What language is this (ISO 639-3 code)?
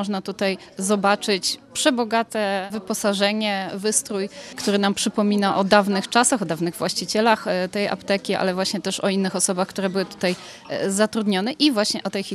pol